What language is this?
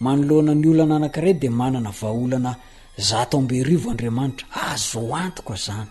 Malagasy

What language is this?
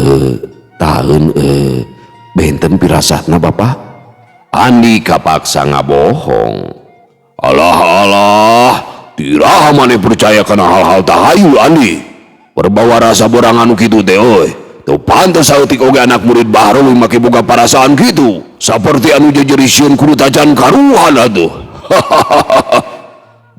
Sundanese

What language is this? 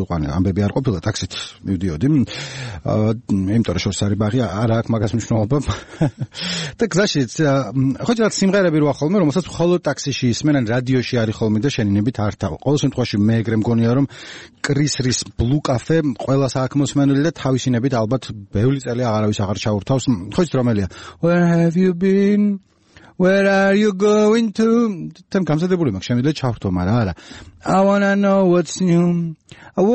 Georgian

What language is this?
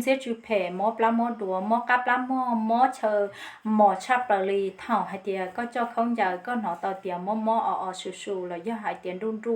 Hmong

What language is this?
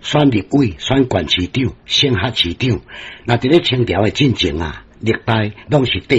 Min Nan Chinese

